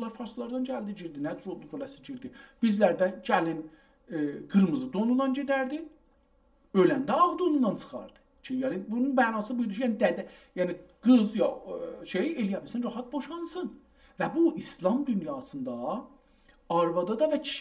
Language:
South Azerbaijani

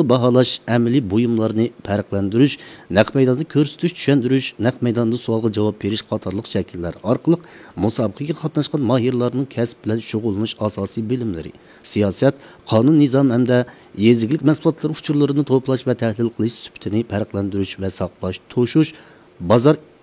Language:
Uyghur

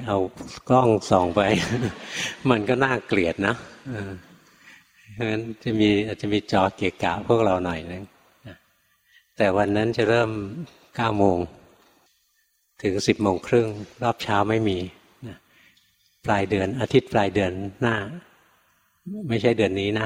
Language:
Thai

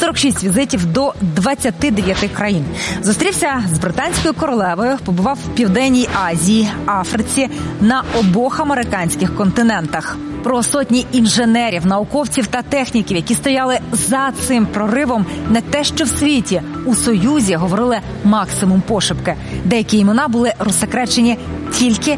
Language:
Ukrainian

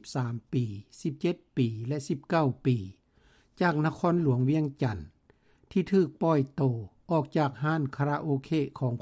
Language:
Lao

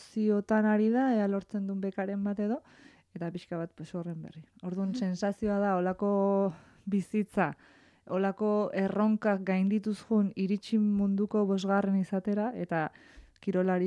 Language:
Basque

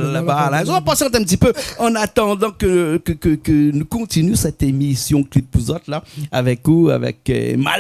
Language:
Réunion Creole French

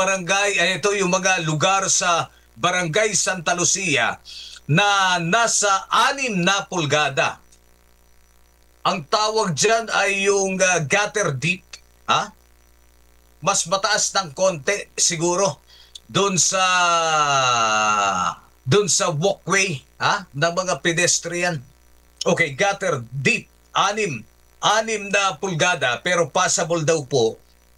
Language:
Filipino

